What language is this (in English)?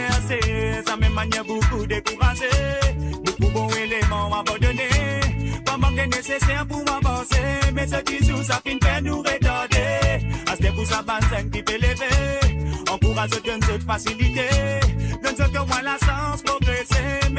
Morisyen